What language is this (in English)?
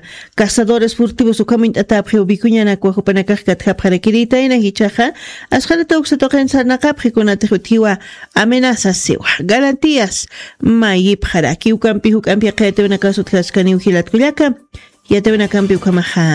Aymara